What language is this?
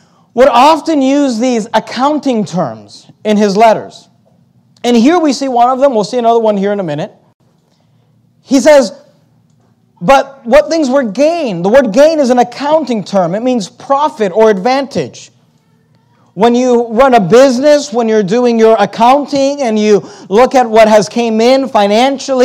English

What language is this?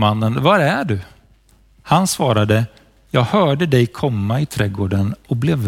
Swedish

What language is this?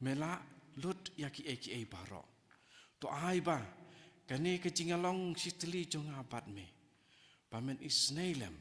Khasi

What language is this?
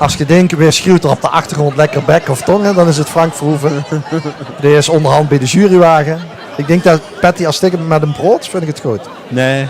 Limburgish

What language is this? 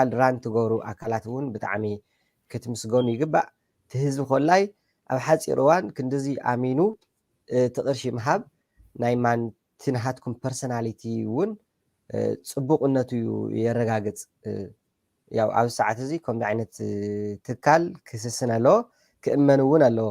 Tigrinya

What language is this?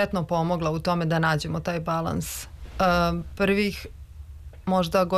Serbian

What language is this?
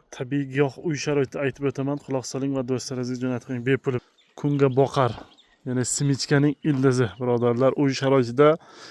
Uzbek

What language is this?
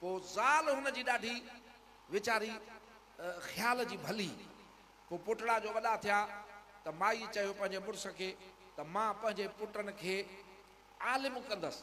Sindhi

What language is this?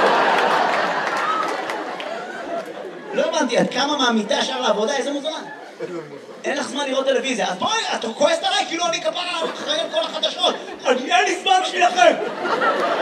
Hebrew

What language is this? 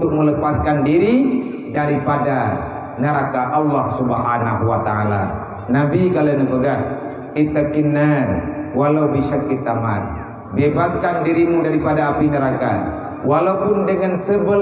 Achinese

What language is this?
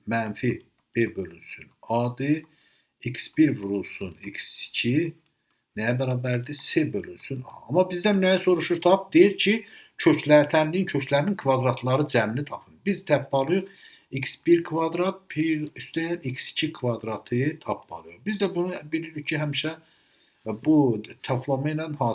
Azerbaijani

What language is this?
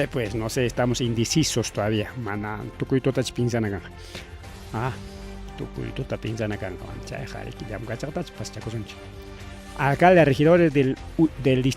Ayacucho Quechua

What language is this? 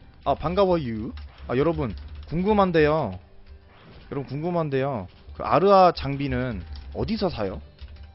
Korean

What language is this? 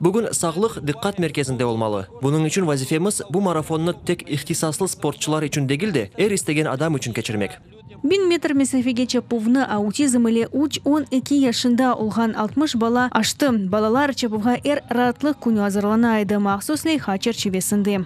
Crimean Tatar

